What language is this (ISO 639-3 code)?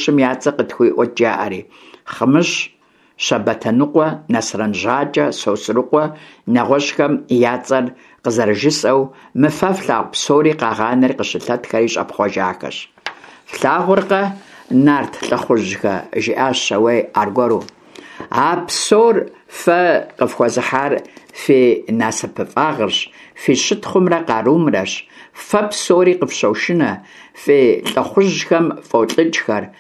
kbd